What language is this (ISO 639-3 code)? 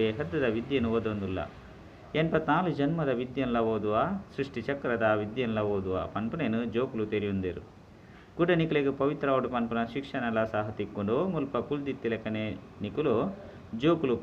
tcy